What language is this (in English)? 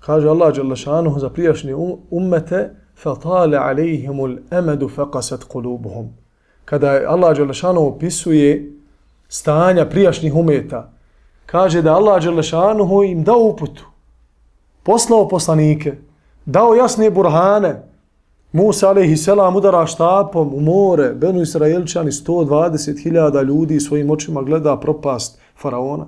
Bosnian